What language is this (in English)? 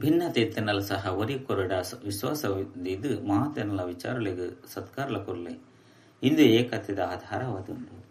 Tulu